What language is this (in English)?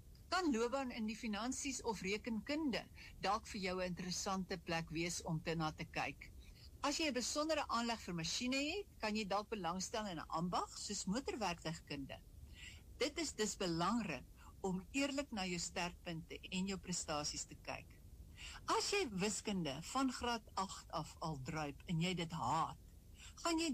Afrikaans